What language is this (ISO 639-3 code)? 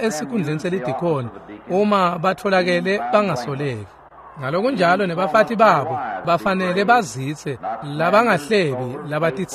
ssw